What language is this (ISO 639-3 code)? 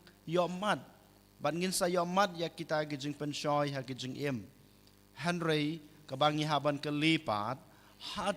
kha